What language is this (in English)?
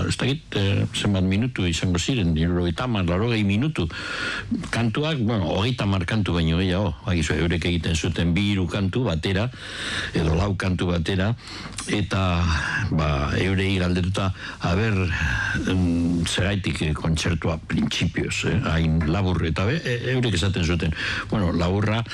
Basque